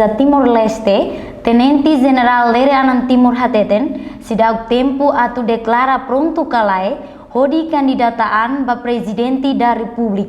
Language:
Tetum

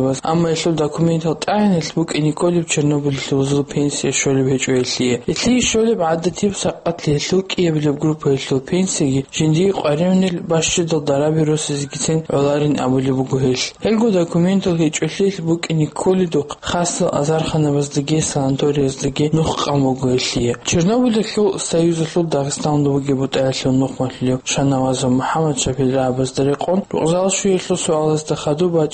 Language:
Avaric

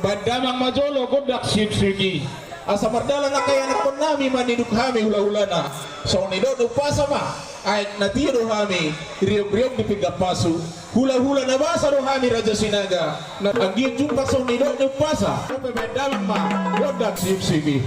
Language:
Batak Toba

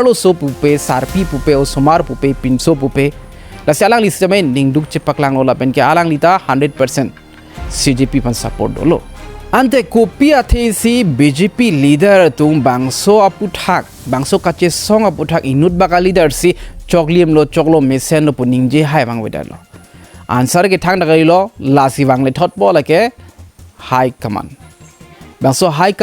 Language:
Karbi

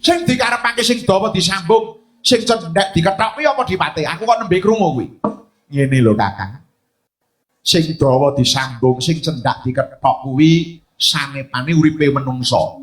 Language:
Javanese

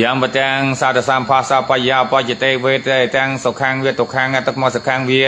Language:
Khmer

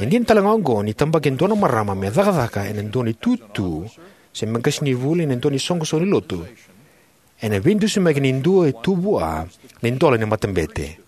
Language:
Fijian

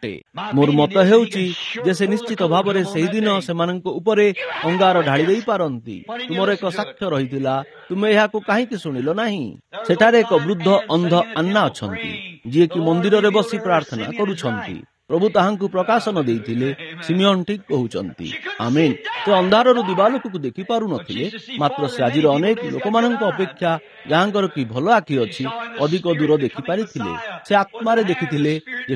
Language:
Odia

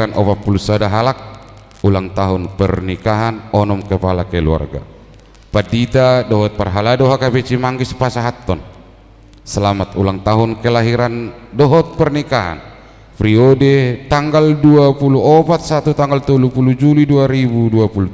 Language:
Batak Toba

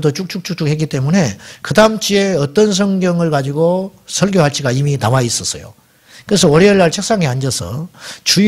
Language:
Korean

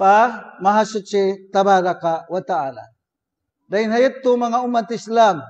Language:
Tausug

